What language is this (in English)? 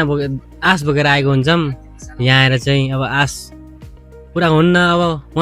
Nepali